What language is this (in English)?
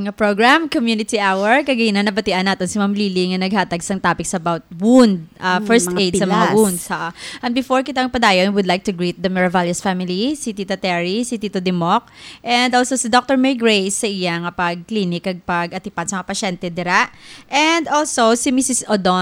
Hiligaynon